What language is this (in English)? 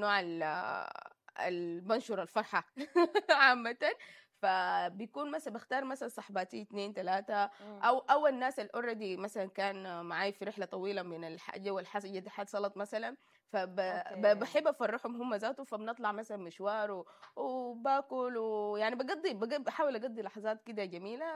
Sudanese Arabic